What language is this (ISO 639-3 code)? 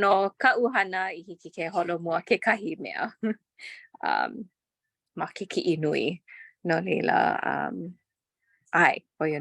haw